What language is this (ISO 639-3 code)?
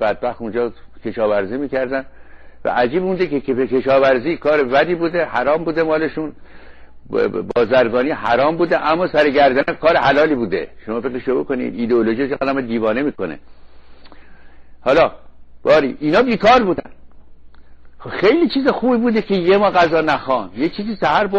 fas